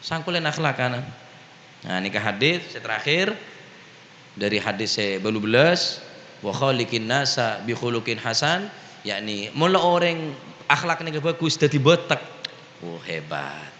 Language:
Madurese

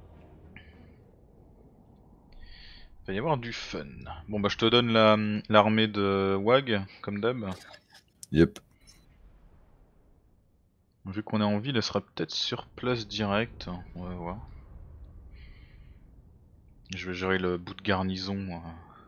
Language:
French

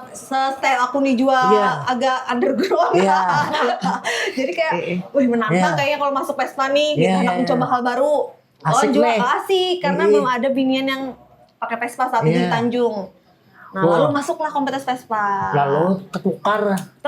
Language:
Banjar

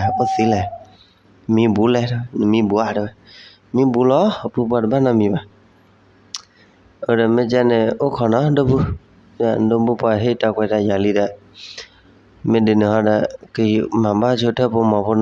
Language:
S'gaw Karen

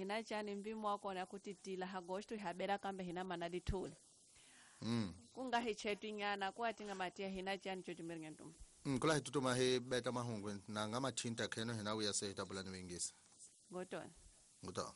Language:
Tsonga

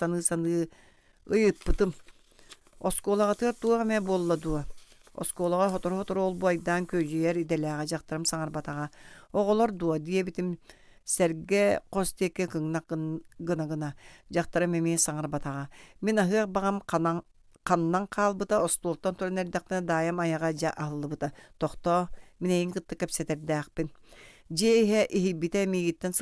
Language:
Yakut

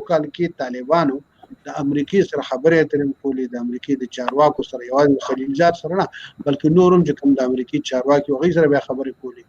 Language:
Pashto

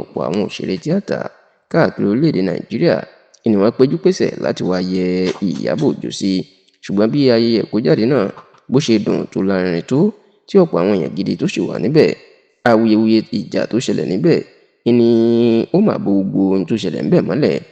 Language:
Yoruba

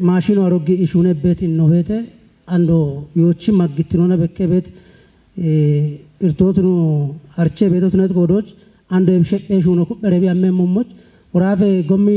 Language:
Kafa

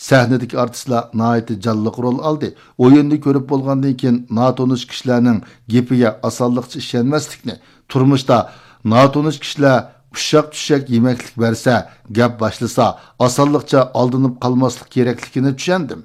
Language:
Uyghur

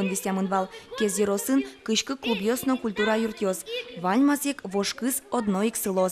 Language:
Udmurt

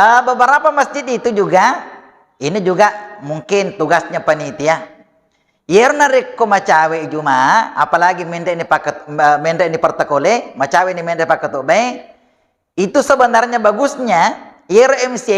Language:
Buginese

